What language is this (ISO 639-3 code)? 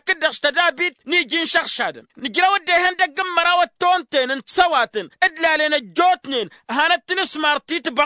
taq